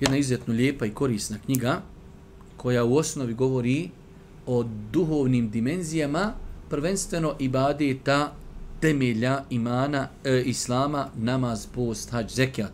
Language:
Bosnian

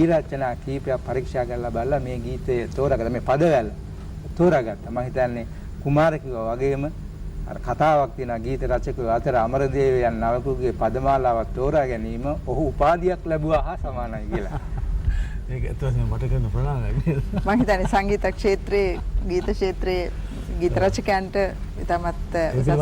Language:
Sinhala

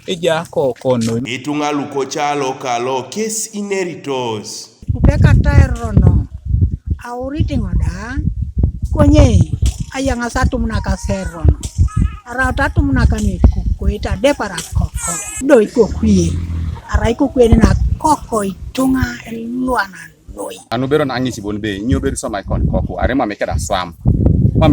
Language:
Teso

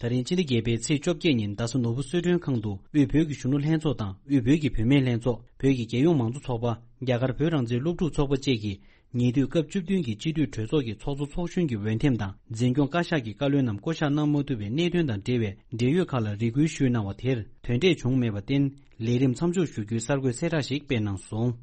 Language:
Tibetan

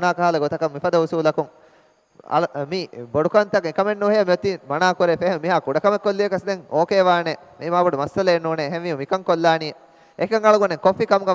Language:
Divehi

